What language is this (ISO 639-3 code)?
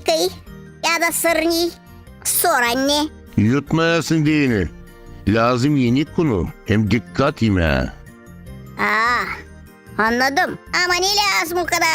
gag